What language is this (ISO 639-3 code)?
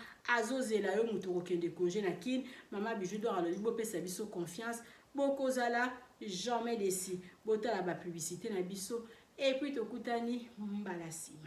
lin